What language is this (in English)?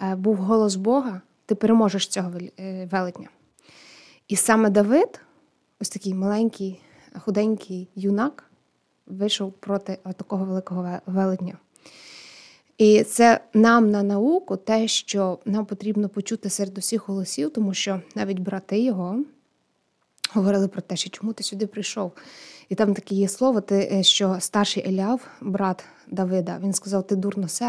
Ukrainian